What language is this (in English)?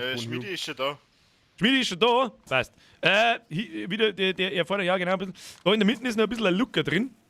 Bavarian